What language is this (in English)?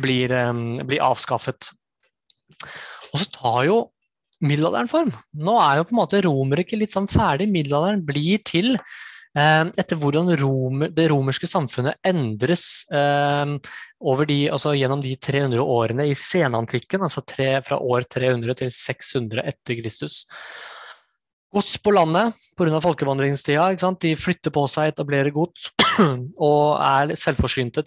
Norwegian